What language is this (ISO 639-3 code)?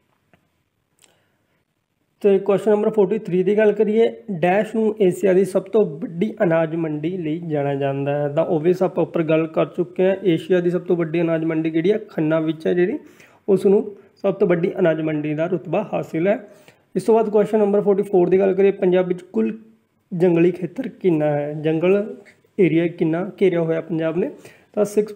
pan